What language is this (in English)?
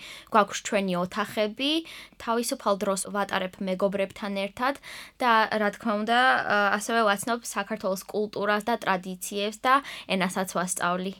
Georgian